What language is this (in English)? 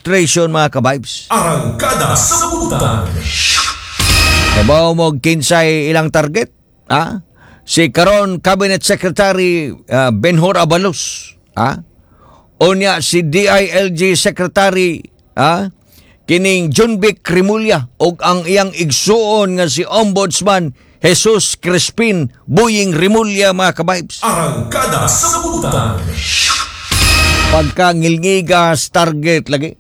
Cebuano